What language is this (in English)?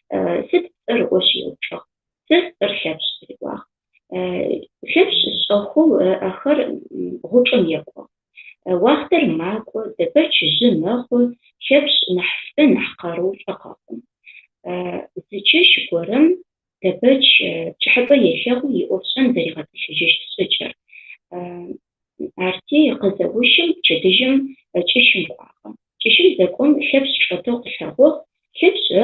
Adyghe